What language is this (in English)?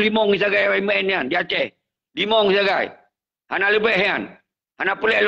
Achinese